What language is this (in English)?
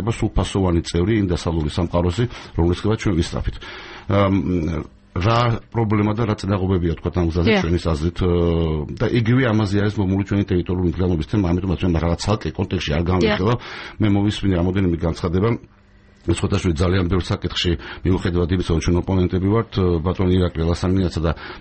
Georgian